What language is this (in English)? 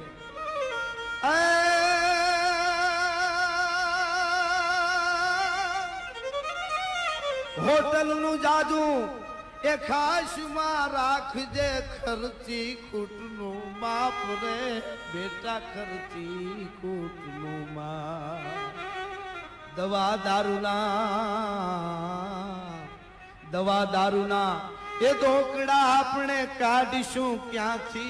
Gujarati